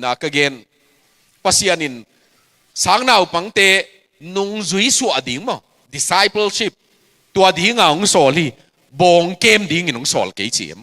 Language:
Tedim Chin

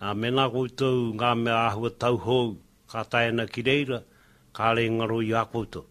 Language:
Māori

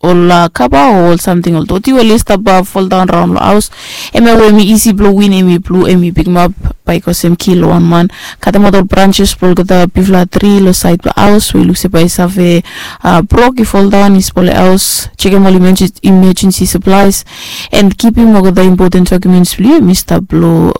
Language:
Bislama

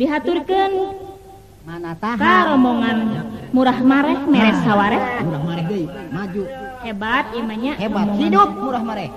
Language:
Sundanese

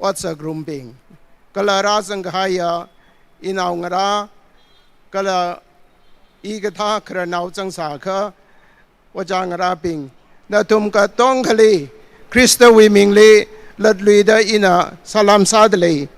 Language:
Tangkhul Naga (India)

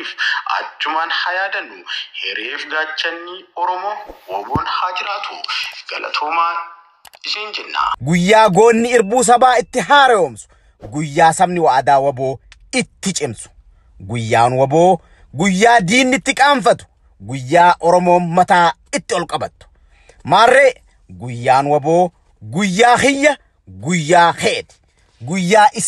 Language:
Oromo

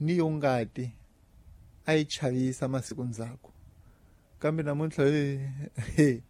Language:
Tsonga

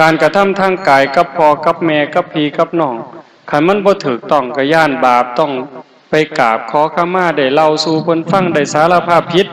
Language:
Northeastern Thai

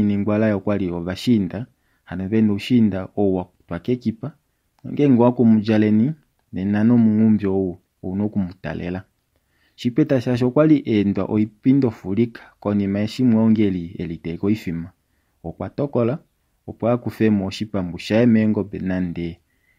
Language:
Kuanyama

